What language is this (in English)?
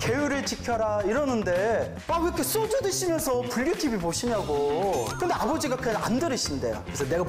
Korean